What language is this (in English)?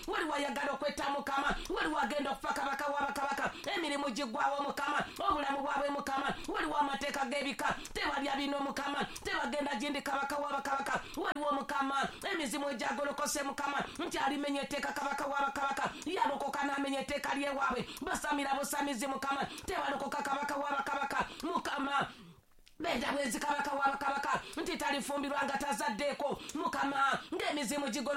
Ganda